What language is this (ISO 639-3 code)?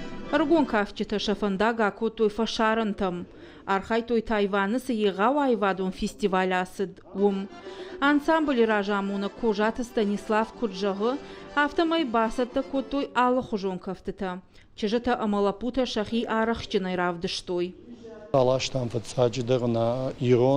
oss